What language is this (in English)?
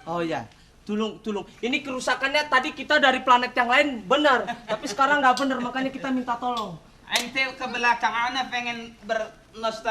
Betawi